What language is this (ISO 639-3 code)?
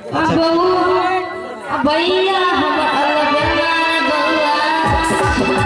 mai